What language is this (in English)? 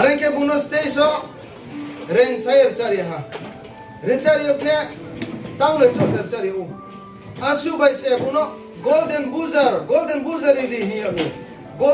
Riang (India)